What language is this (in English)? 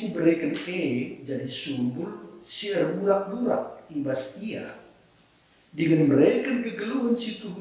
Batak Karo